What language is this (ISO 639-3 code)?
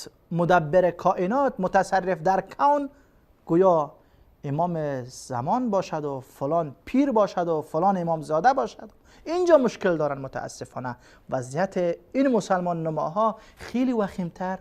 fas